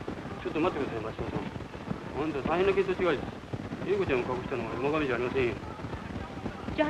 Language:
Japanese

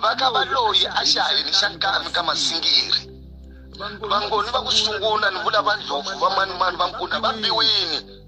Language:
Tsonga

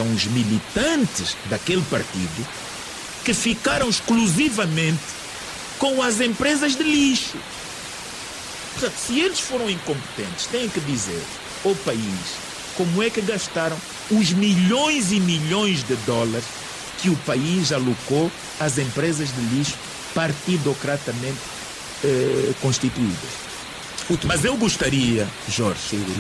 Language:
Portuguese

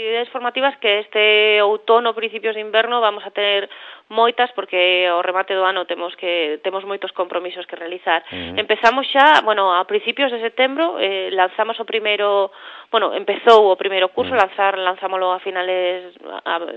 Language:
Galician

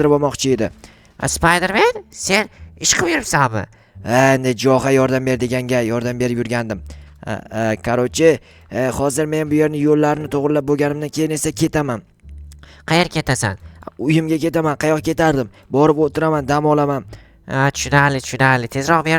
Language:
Uzbek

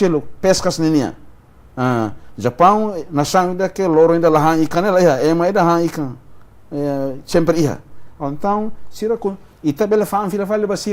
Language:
Tetum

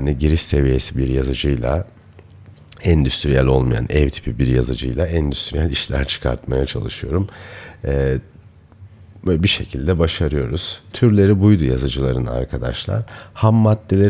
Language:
Turkish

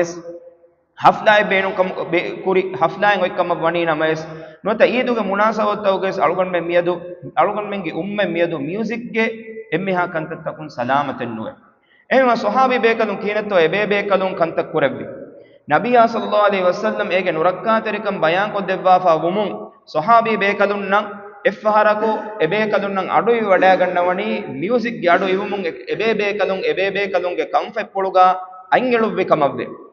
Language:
Divehi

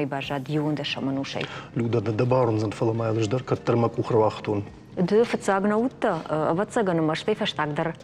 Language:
Ossetic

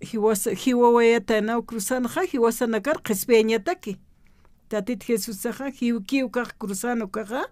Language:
Aymara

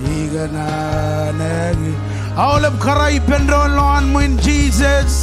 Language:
Marshallese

